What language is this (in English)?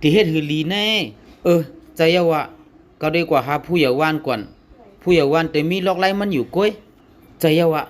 Shan